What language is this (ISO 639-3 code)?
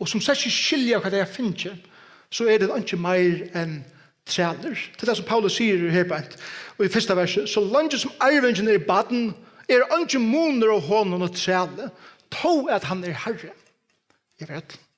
fao